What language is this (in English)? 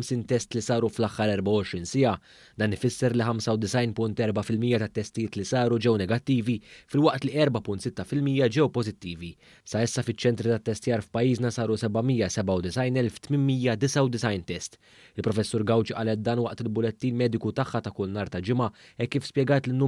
Maltese